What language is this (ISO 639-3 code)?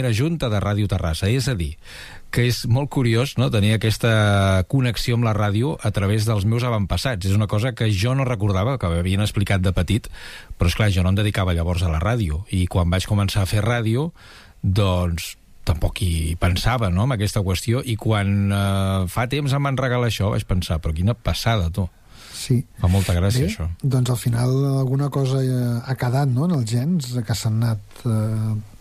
cat